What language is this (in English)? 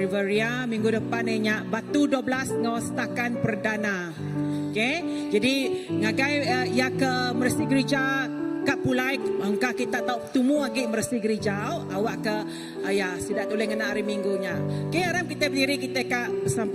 Iban